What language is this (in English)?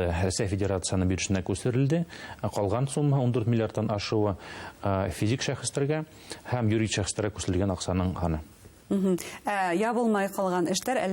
Bashkir